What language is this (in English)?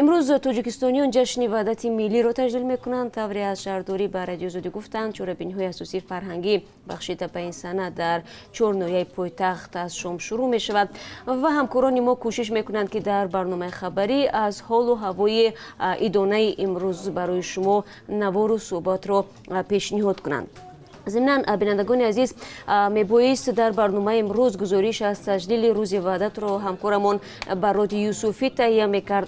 Tajik